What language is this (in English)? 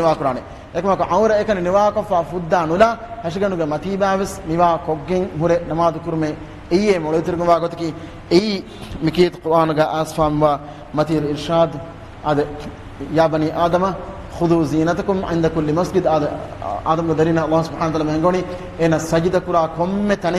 Divehi